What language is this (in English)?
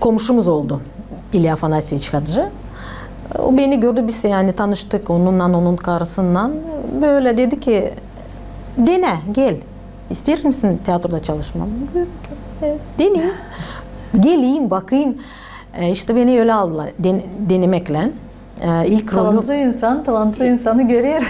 Gagauz